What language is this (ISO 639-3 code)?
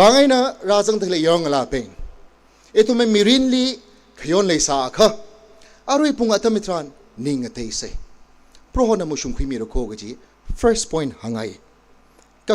nmf